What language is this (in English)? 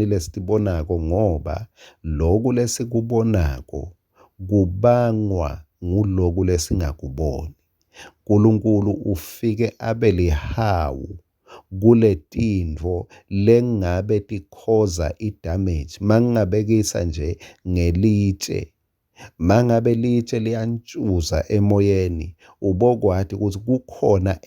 Swati